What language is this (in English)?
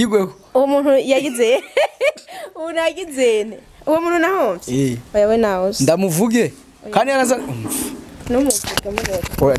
Rundi